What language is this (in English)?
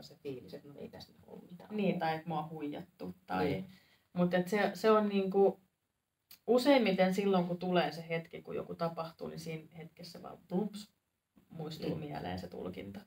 Finnish